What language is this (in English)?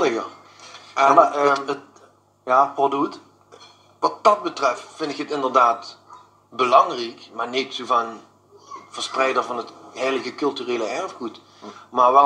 Limburgish